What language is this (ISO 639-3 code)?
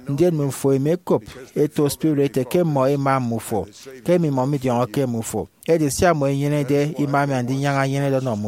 efi